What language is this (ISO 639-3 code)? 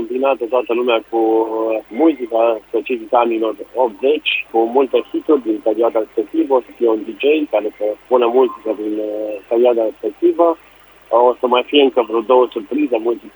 ron